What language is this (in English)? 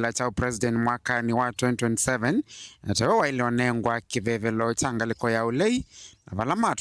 Kamba